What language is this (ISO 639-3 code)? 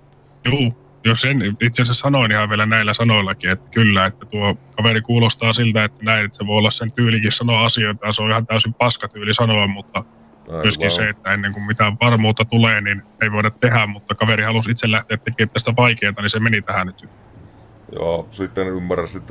fin